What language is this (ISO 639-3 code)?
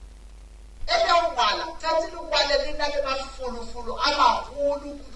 nso